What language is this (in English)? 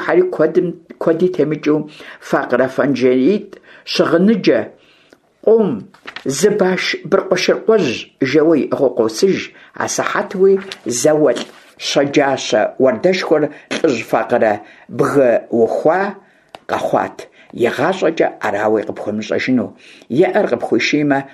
Kabardian